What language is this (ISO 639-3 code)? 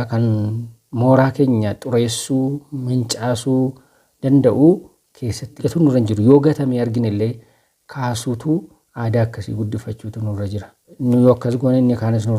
orm